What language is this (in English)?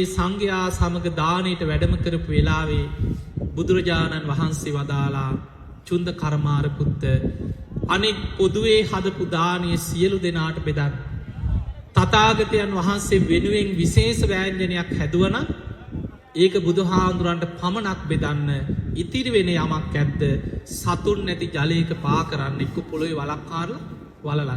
Sinhala